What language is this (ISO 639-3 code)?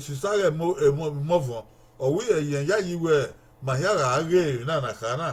bin